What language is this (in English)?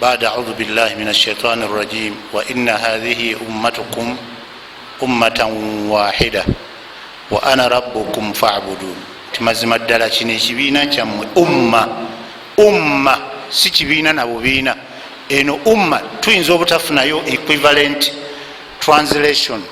Ganda